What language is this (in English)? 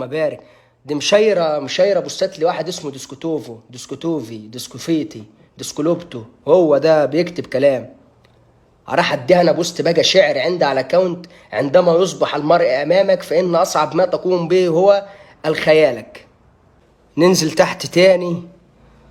Egyptian Arabic